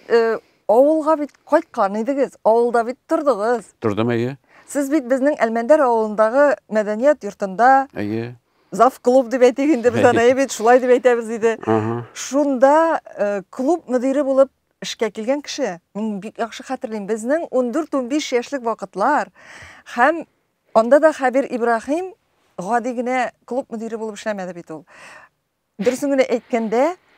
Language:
Tatar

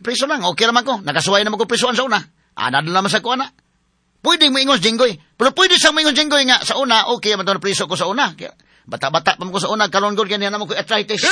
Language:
Cebuano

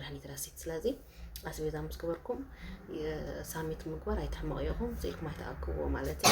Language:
Tigrinya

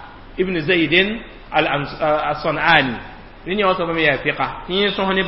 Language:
Mossi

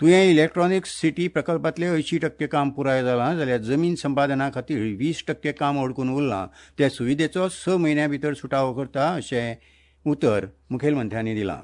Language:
Konkani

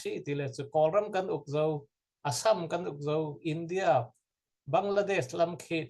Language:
Falam Chin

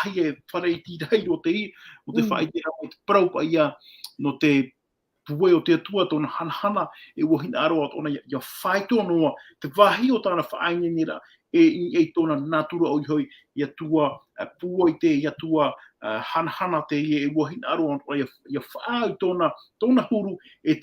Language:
Tahitian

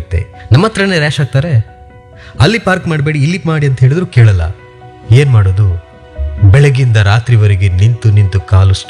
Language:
Kannada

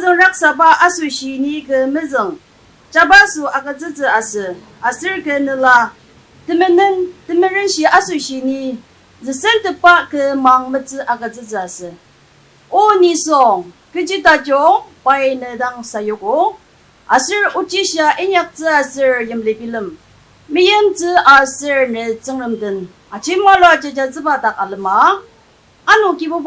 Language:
Ao Naga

